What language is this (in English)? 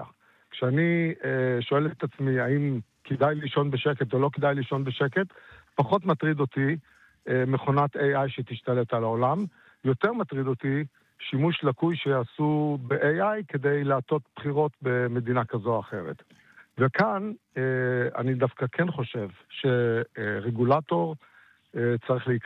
Hebrew